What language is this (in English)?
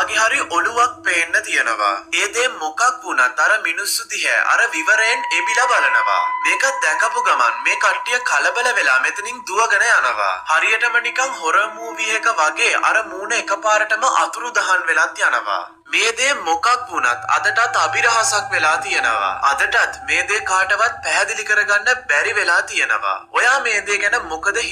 Sinhala